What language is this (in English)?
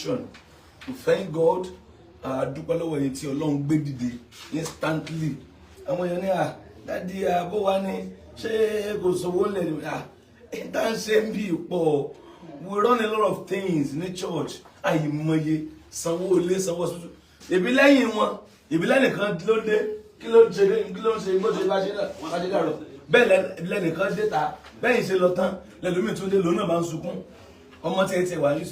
Yoruba